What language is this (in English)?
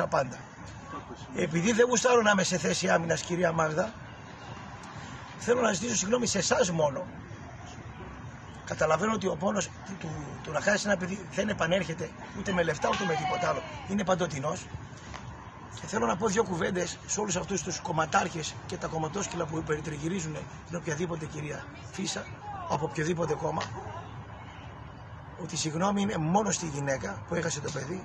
Greek